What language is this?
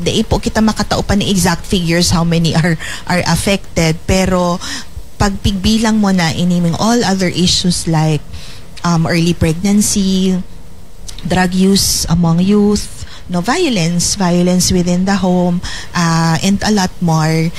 Bikol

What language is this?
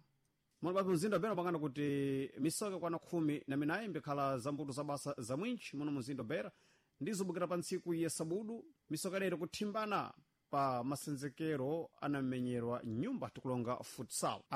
Sena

